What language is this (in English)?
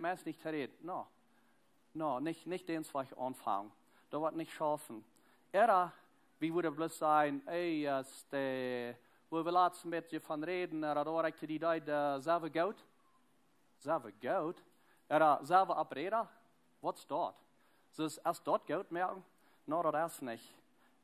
Plautdietsch